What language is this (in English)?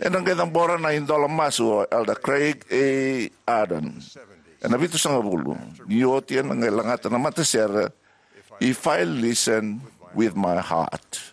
Fijian